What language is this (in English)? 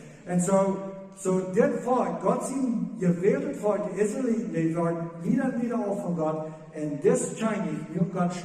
Plautdietsch